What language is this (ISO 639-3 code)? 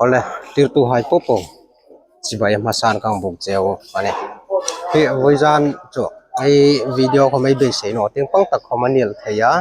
hmr